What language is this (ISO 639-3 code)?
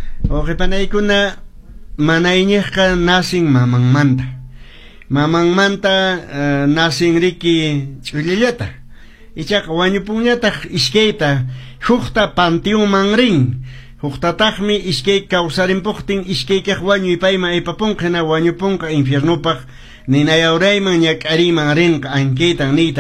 que